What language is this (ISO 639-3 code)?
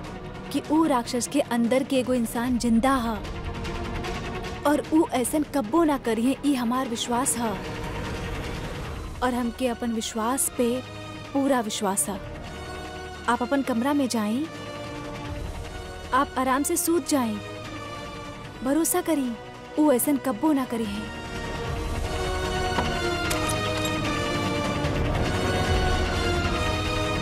bho